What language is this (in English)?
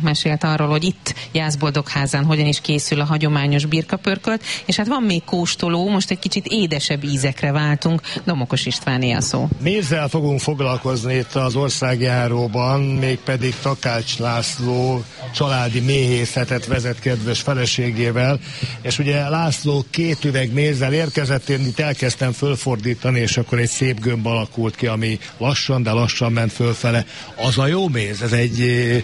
Hungarian